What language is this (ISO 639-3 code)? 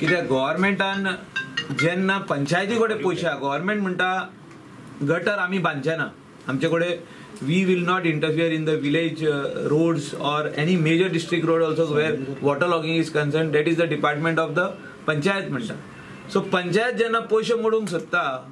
kok